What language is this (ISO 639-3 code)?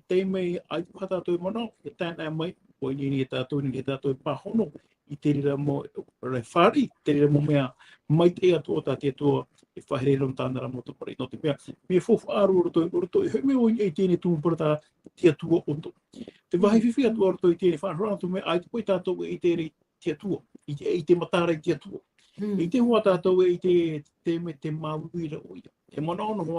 tah